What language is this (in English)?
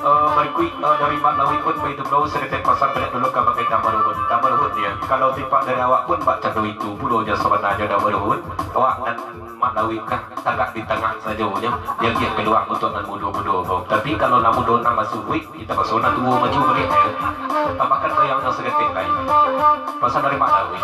Minangkabau